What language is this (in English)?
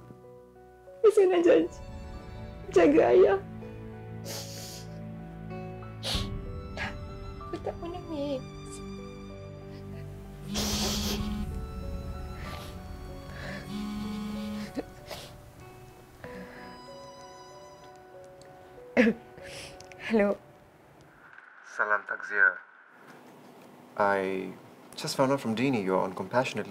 Malay